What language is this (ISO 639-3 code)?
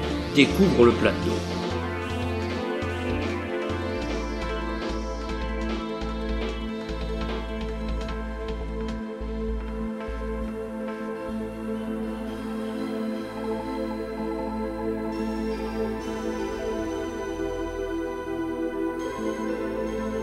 fra